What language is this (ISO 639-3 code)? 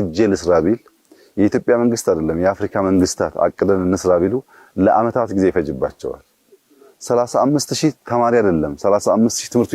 amh